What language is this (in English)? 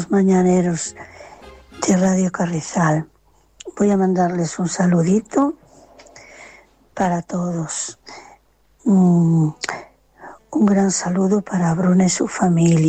Spanish